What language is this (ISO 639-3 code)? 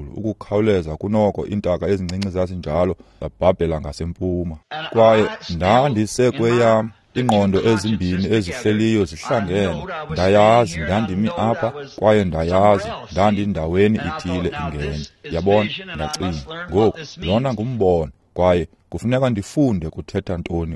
xho